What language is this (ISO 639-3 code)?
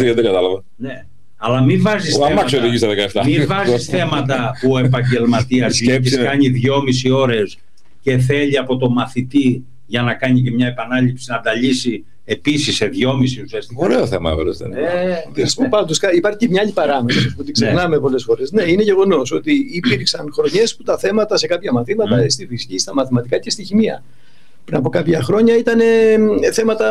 ell